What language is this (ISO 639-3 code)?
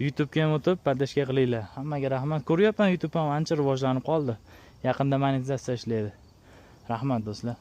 uzb